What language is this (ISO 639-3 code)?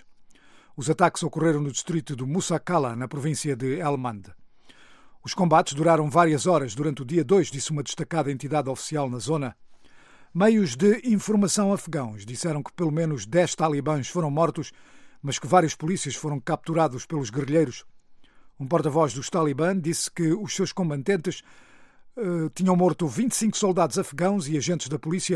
por